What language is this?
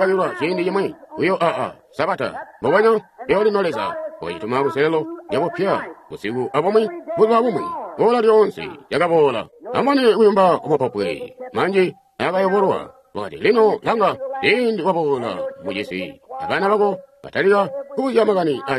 Tonga (Zambia)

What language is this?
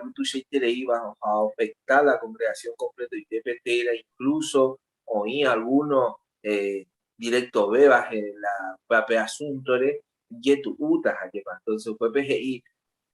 Guarani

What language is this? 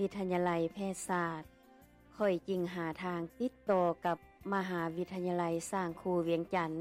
Lao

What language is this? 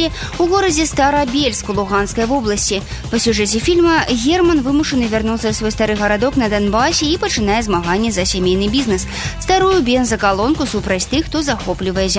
Belarusian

